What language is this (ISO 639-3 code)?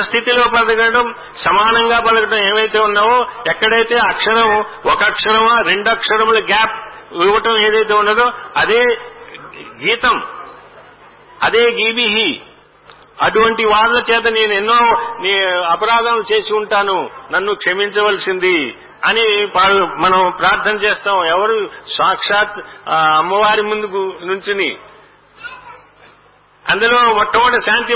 tel